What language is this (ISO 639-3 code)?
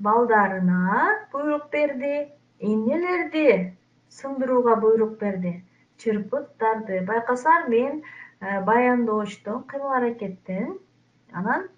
kir